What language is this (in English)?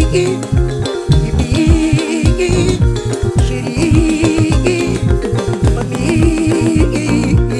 Luo (Kenya and Tanzania)